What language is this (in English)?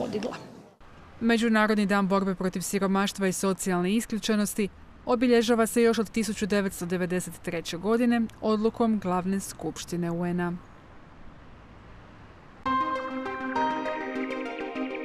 Croatian